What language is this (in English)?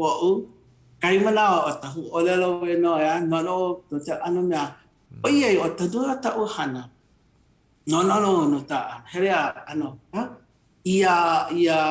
Hawaiian